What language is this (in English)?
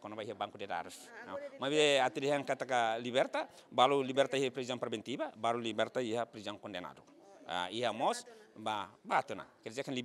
Tetum